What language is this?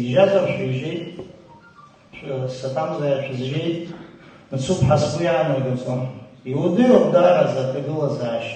Abkhazian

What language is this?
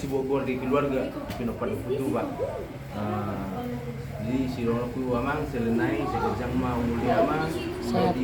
Batak Toba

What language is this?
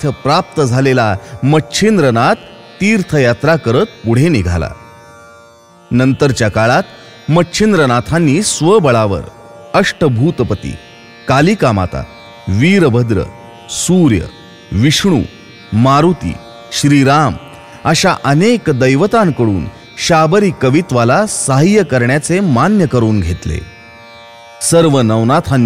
Marathi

